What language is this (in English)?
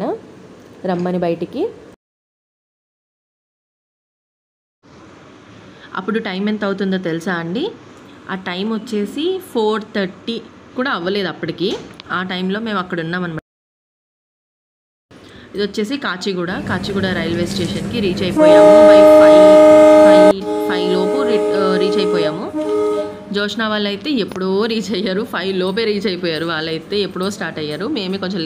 Telugu